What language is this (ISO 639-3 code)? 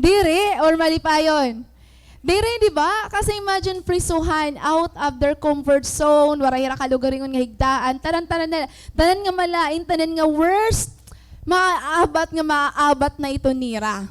war